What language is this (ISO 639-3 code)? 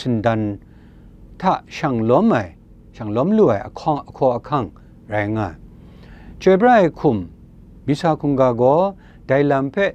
kac